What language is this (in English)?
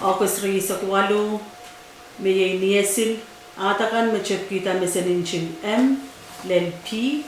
Pohnpeian